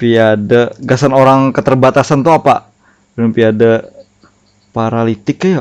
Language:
Banjar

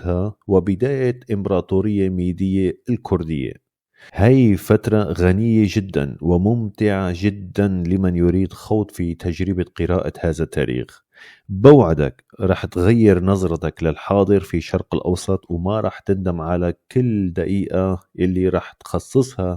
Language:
North Levantine Arabic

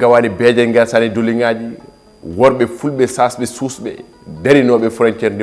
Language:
Fula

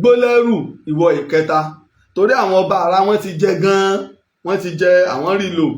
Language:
Yoruba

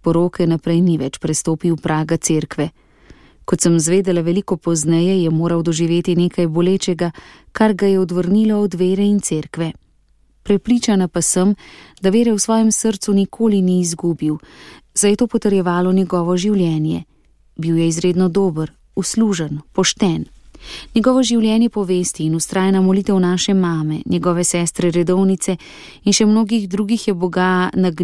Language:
Slovenian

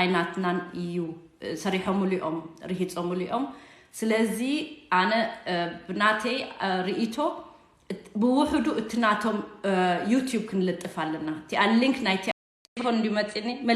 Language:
Tigrinya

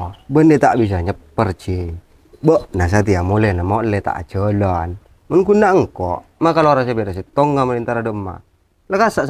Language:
Madurese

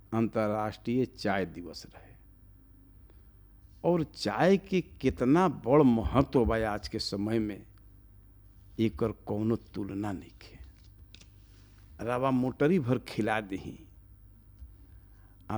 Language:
Bhojpuri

